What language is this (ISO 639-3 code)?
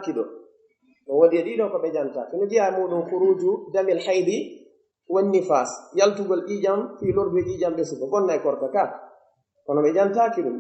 fuf